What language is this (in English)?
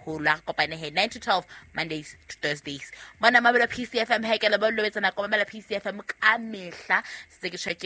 Southern Sotho